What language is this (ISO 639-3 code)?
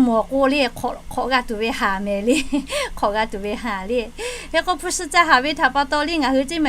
lhu